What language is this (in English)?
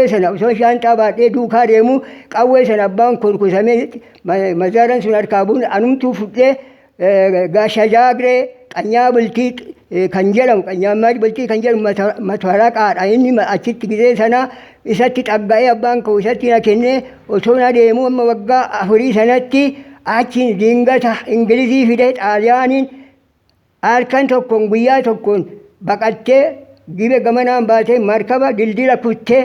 Oromo